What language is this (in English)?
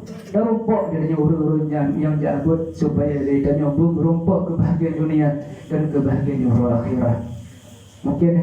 Achinese